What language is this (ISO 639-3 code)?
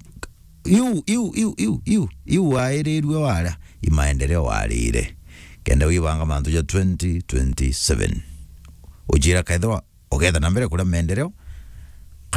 mer